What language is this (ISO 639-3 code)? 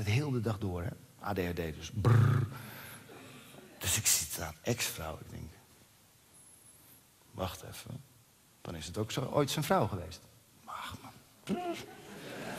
nld